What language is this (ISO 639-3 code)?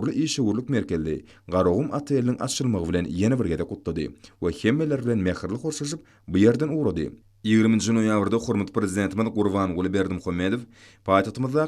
tuk